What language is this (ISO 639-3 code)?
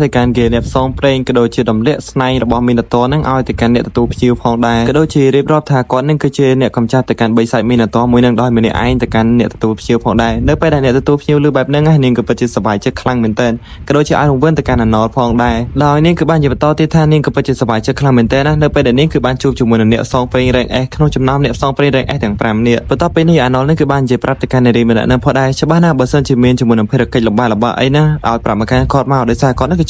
khm